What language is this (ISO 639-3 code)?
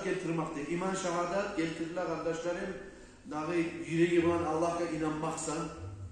kum